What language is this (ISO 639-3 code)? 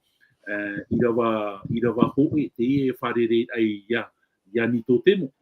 tah